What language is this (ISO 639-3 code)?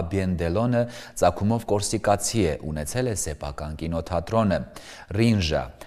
hye